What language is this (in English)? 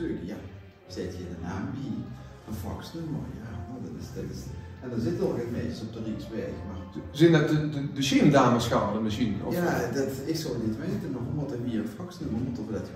Limburgish